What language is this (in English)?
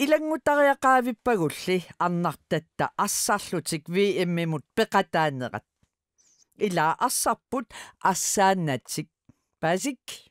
Kalaallisut